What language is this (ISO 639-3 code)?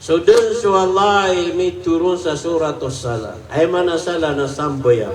mrw